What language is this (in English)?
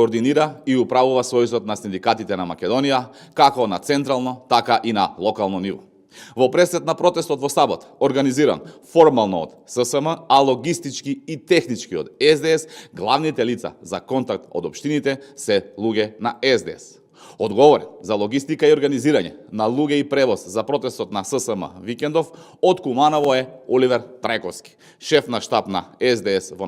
Macedonian